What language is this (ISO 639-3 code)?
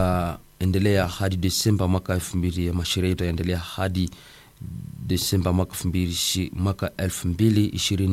swa